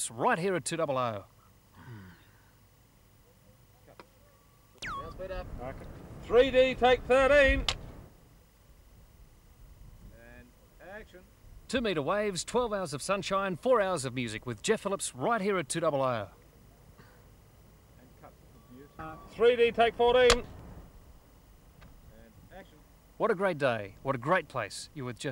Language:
English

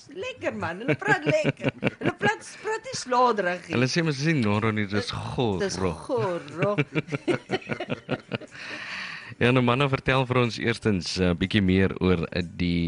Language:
Afrikaans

